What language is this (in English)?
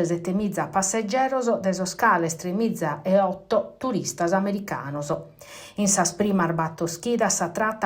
Sardinian